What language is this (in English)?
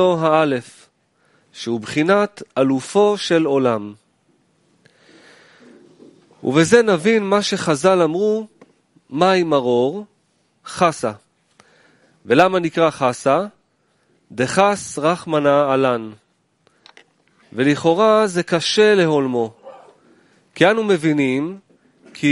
Hebrew